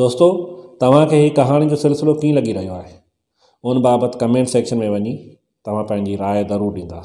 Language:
Sindhi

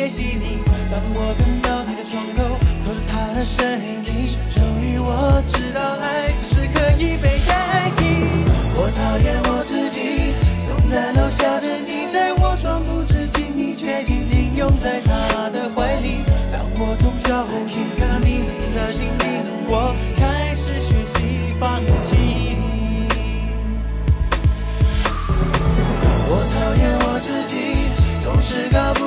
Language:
Chinese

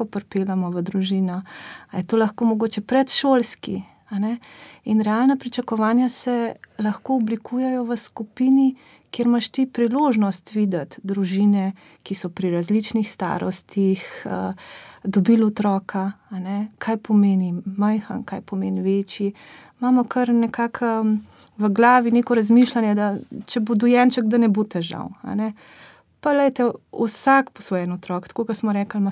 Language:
Slovenian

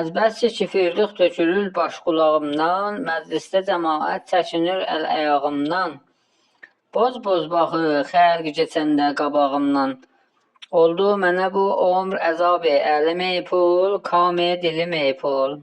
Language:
Azerbaijani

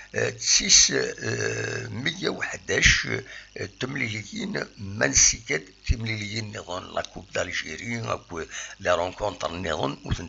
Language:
Kabyle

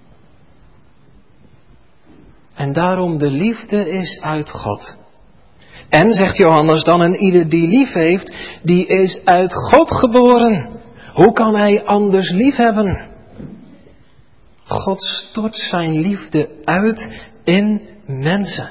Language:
Dutch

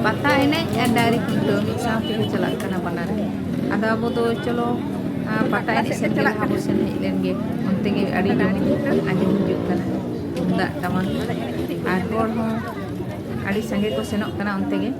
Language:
Santali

